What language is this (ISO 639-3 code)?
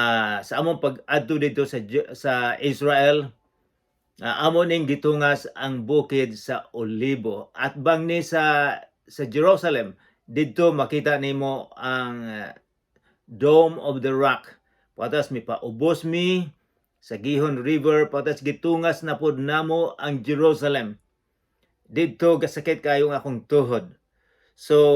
ceb